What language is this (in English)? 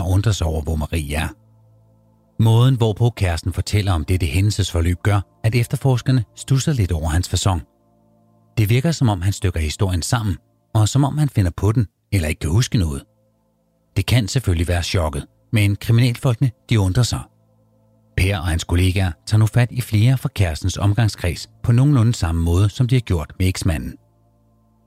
Danish